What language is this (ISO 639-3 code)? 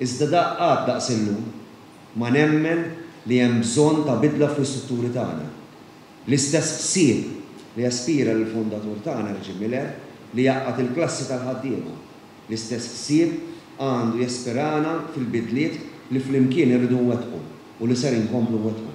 mlt